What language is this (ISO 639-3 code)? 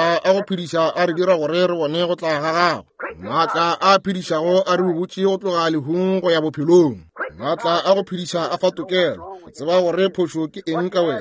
nso